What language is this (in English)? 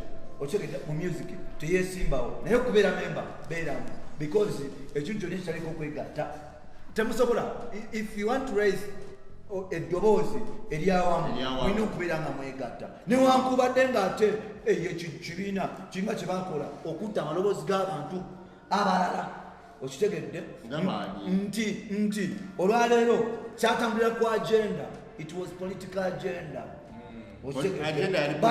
Ganda